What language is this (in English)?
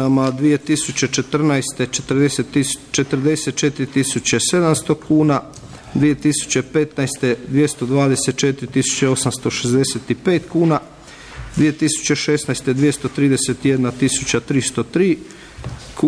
Croatian